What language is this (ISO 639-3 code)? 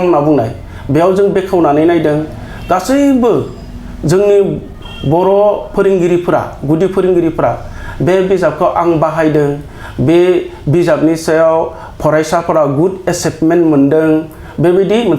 brx